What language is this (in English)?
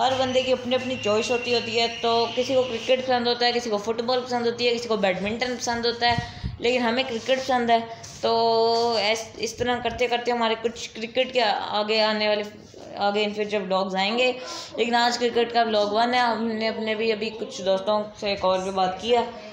Hindi